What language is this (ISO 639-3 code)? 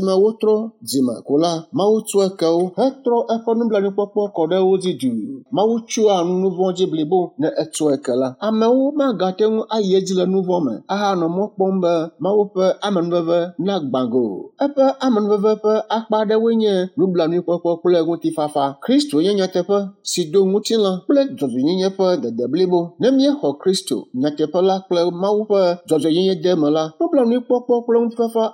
ewe